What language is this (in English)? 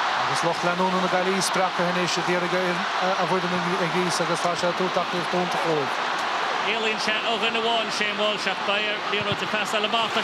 Irish